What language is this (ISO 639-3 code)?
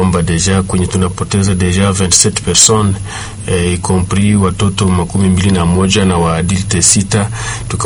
swa